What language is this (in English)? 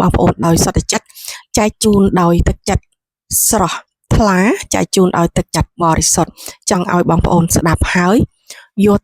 Khmer